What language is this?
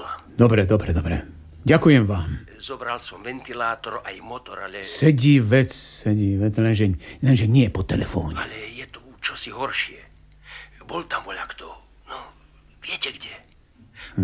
Slovak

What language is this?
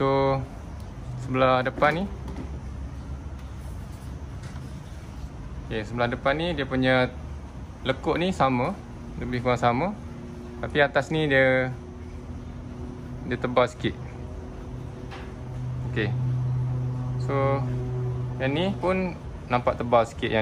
Malay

